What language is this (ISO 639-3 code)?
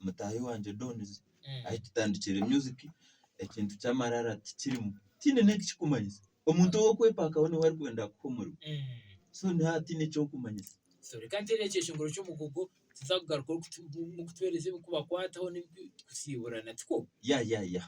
nyn